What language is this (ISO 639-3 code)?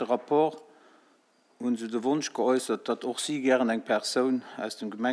ltz